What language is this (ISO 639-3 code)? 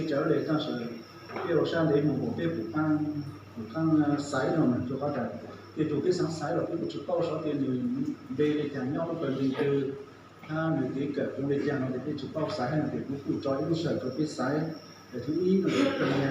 hmn